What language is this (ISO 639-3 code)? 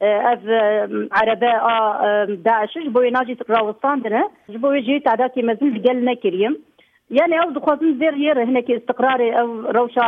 kur